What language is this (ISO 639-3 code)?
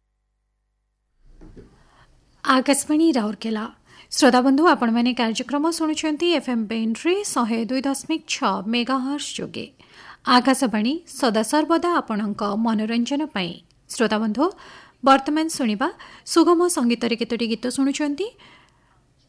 ori